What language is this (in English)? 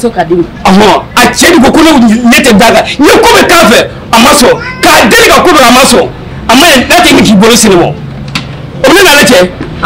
Bambara